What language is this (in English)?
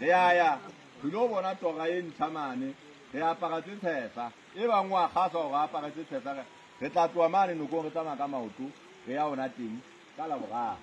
Southern Sotho